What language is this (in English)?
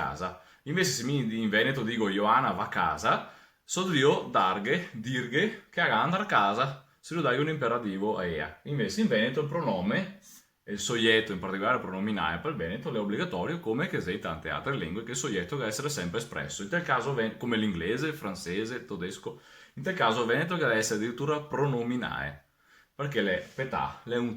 Venetian